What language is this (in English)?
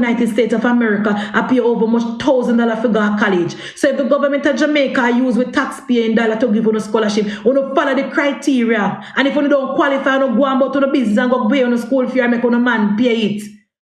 Jamaican Creole English